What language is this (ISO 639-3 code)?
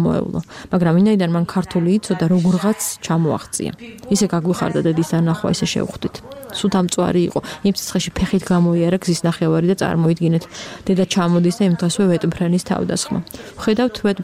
kat